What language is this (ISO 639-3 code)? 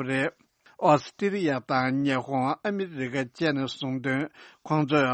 bod